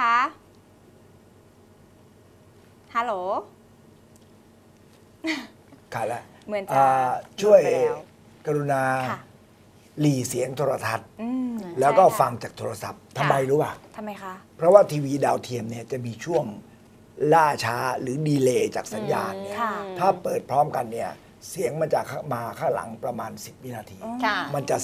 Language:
Thai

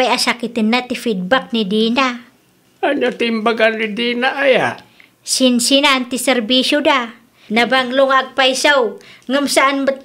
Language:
Iloko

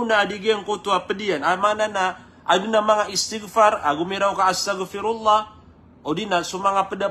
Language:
Maranao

